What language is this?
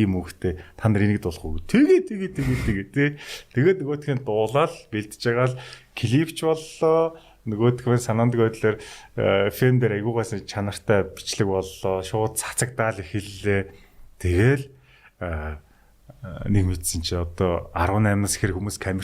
Mongolian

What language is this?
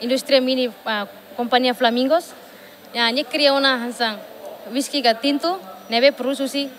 Tetum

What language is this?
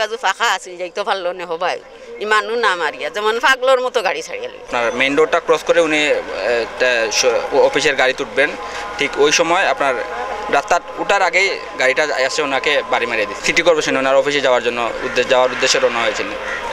Sylheti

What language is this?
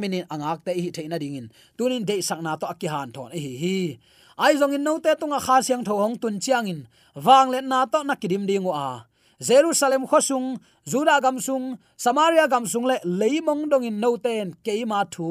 Tedim Chin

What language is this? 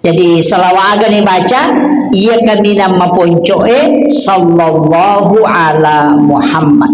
Buginese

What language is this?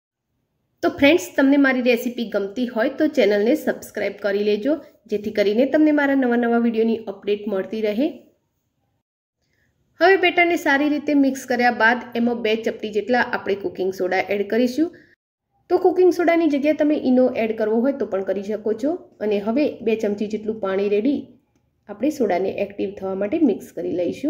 Gujarati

